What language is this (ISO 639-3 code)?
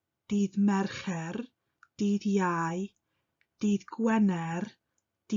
cym